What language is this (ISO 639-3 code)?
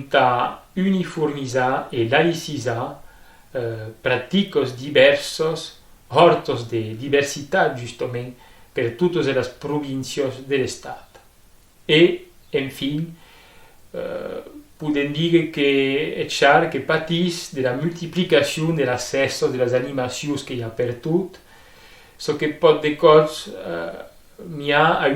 oci